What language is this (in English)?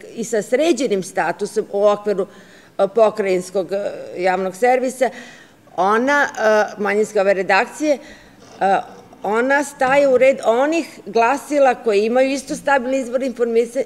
Serbian